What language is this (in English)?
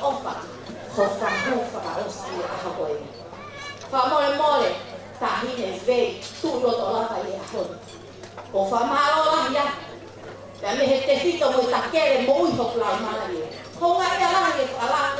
Tongan